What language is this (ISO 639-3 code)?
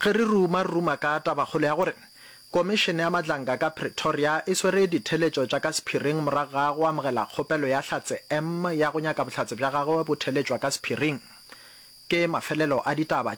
nso